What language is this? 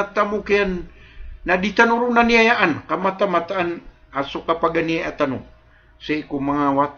Maranao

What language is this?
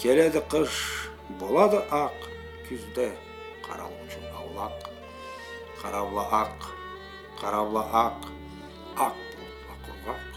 Karachay-Balkar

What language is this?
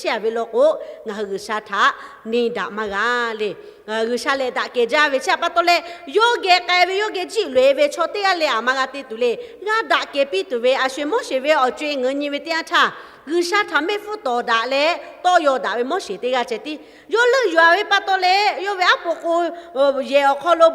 Lahu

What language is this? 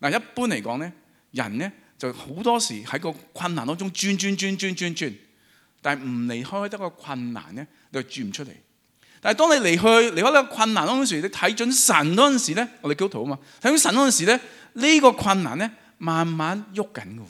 Cantonese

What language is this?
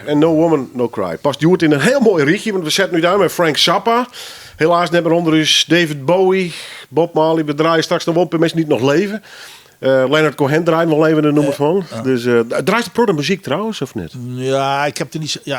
Western Frisian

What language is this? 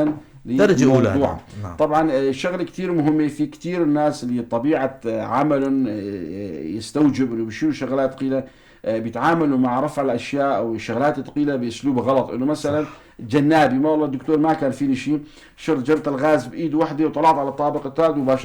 North Levantine Arabic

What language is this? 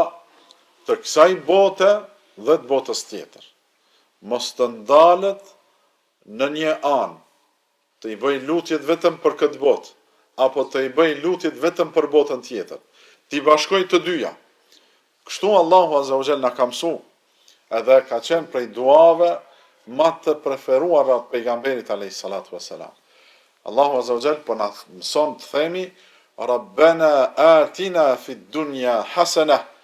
Albanian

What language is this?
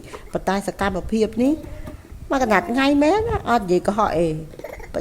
Khmer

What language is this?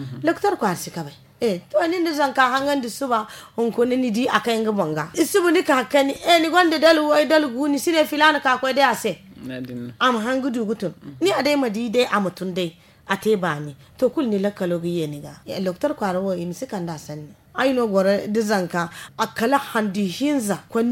Zarma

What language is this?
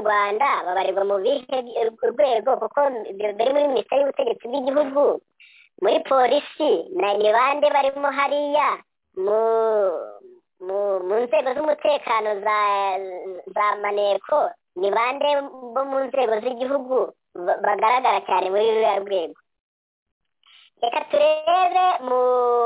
Kinyarwanda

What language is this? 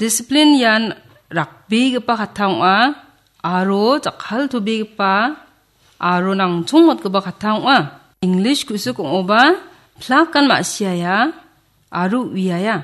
Garo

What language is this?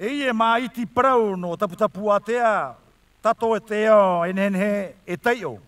Tahitian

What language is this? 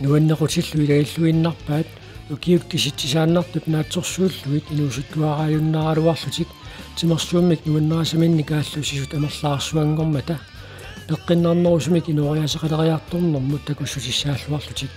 Kalaallisut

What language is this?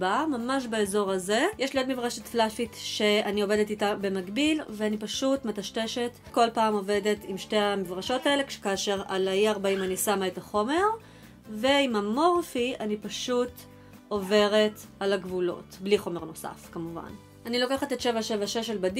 Hebrew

